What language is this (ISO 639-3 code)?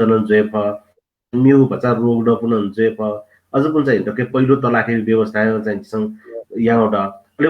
new